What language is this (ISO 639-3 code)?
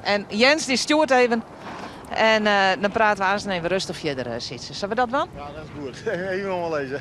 fry